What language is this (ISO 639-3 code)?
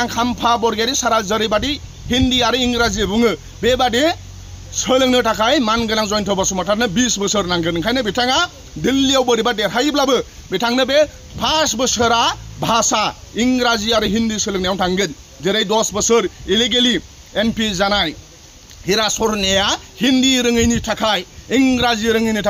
brx